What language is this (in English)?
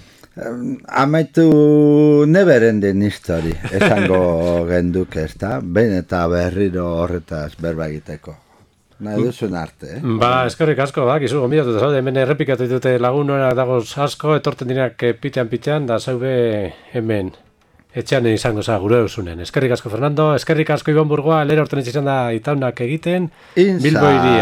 Basque